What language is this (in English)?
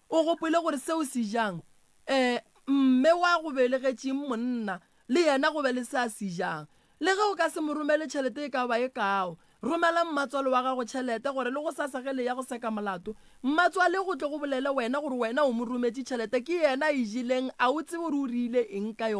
Northern Sotho